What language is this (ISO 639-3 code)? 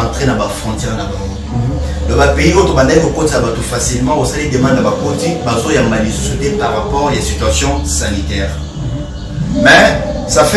lin